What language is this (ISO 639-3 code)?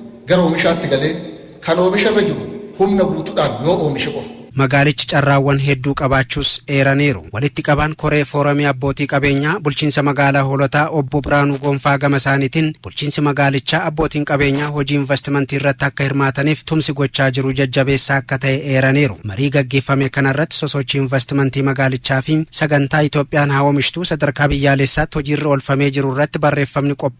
orm